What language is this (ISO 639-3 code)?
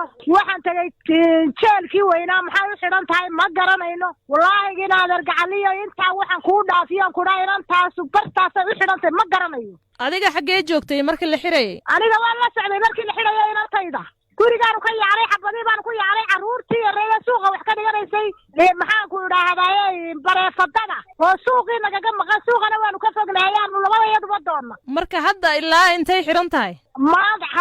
som